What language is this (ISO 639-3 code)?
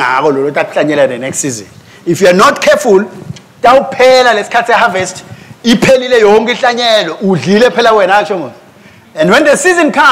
ssw